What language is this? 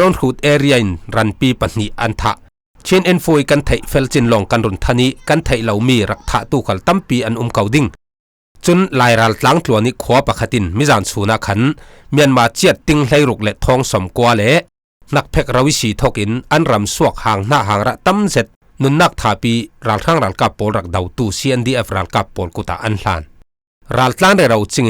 Falam Chin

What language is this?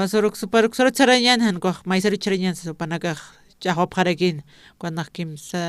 Aymara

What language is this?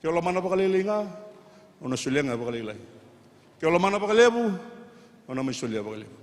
Fijian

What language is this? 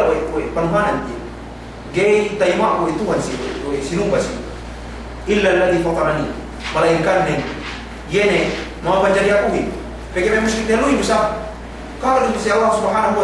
Yakan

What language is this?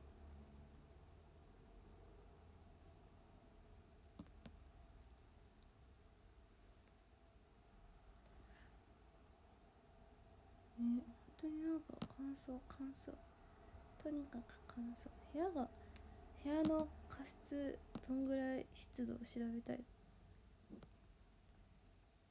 Japanese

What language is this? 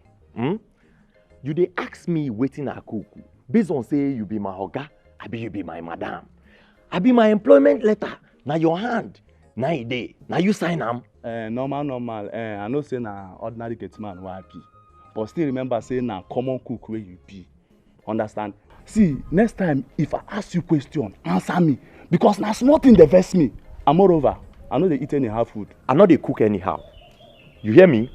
Nigerian Pidgin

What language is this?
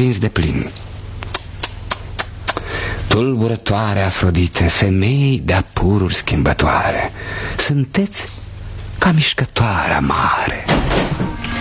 Romanian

